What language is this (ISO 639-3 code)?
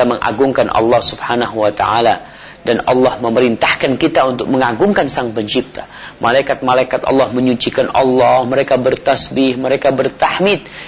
ind